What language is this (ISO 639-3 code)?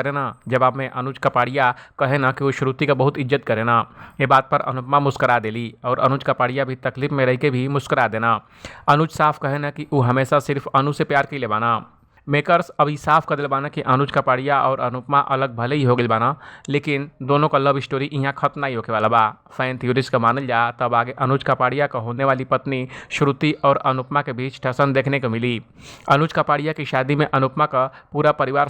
bho